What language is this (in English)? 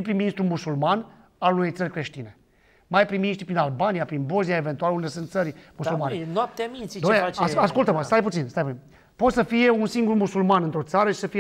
Romanian